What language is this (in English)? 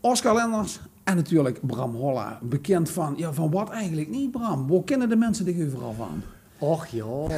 Limburgish